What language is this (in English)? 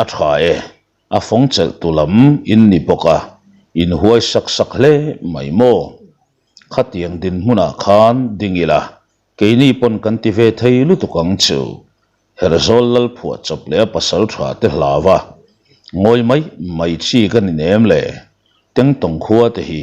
Mizo